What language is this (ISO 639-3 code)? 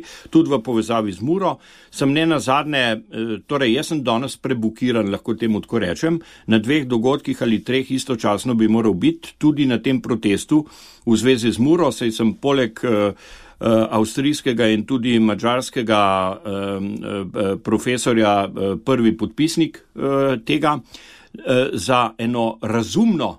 slv